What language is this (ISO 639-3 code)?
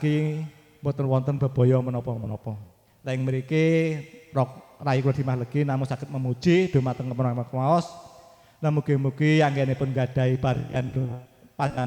jav